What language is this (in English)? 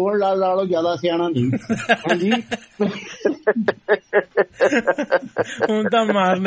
Punjabi